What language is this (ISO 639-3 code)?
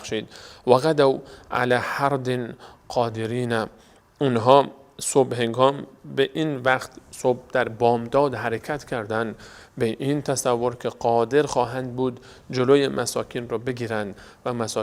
fas